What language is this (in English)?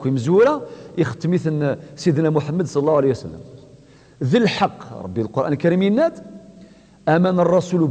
Kabyle